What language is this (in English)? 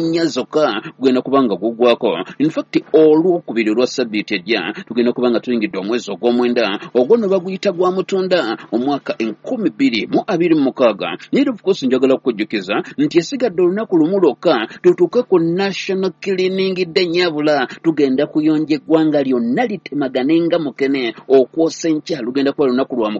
Ganda